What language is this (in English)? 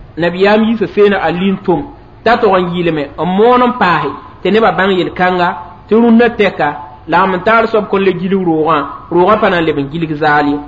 Mossi